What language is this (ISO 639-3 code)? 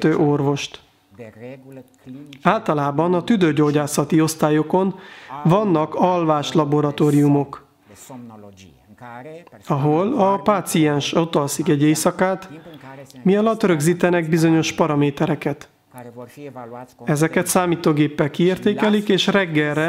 hun